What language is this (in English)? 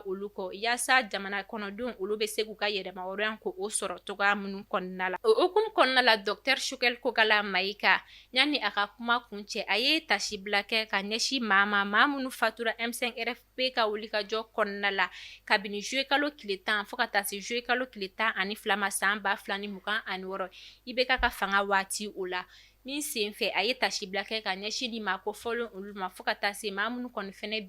Bambara